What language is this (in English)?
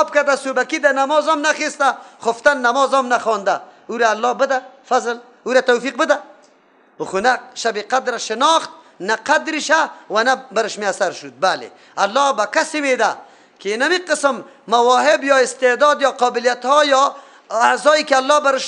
Persian